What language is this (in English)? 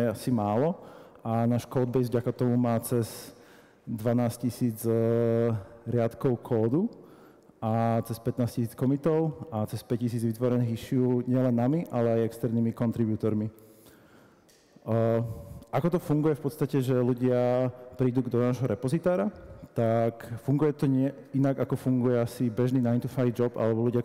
Slovak